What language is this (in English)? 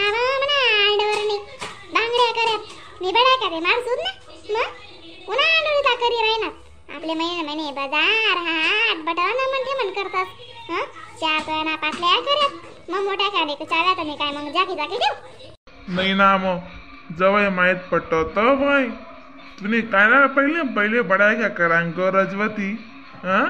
Khandesi